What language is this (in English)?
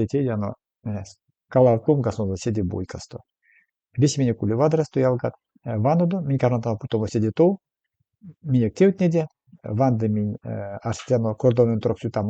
Erzya